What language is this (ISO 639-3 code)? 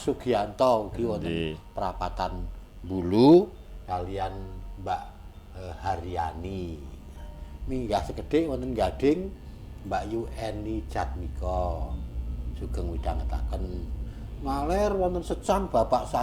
jav